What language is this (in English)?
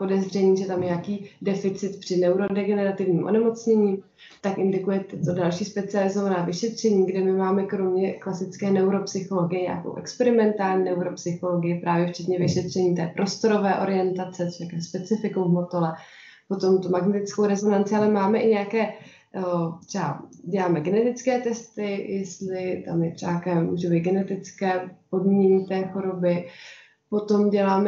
Czech